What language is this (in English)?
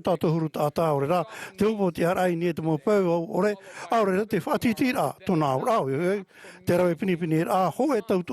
Tahitian